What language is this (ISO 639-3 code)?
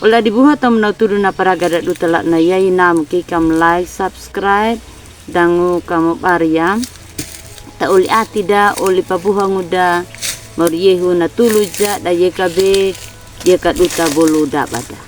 akg